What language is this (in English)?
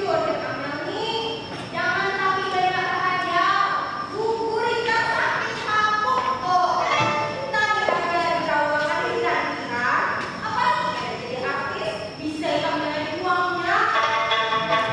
Banjar